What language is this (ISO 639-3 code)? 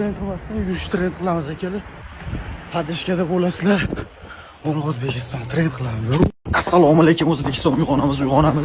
uzb